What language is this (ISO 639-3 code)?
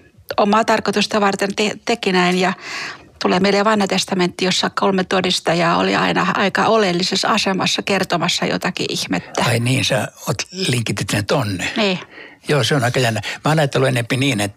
fin